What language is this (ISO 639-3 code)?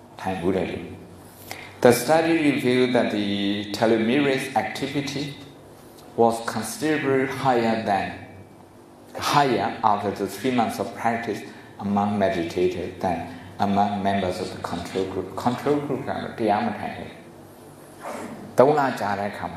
mya